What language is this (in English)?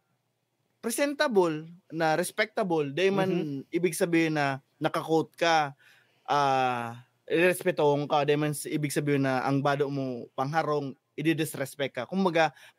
Bikol